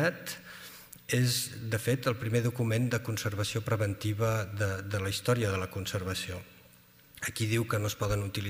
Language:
Catalan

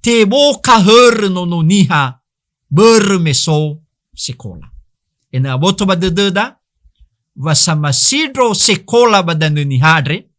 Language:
Nias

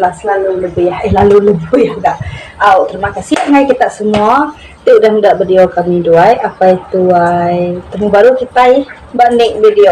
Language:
Iban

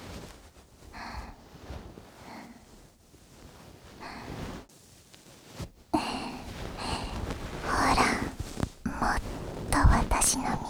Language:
Japanese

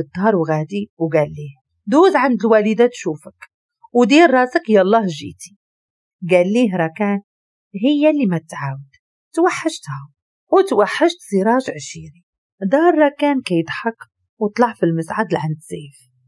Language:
Moroccan Arabic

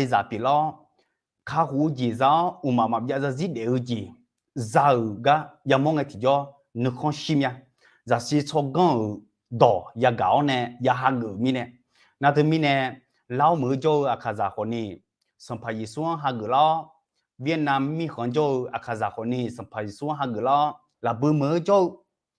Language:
Akha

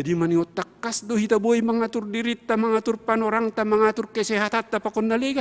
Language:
Batak Simalungun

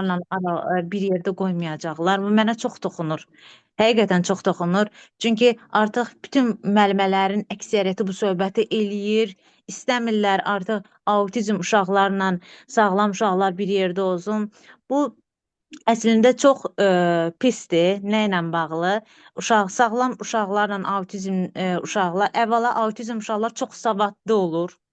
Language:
Azerbaijani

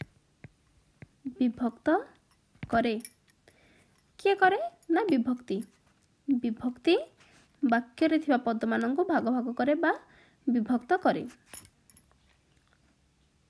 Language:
Odia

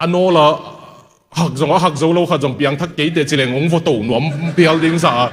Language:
Tedim Chin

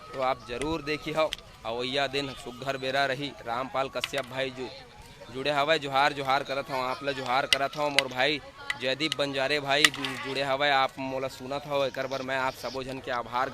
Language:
Chhattisgarhi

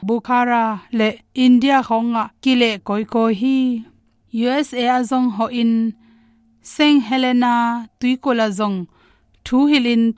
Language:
Tedim Chin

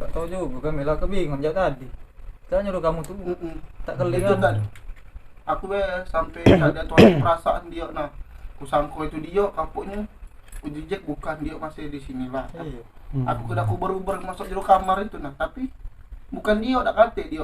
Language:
Musi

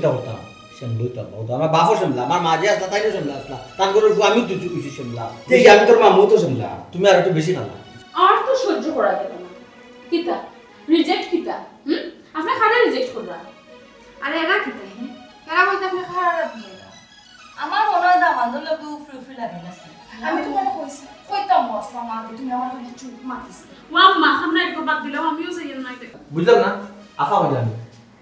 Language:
Sylheti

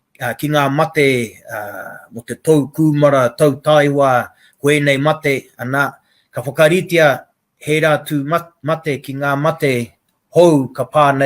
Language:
Māori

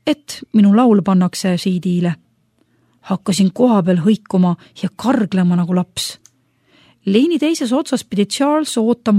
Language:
Estonian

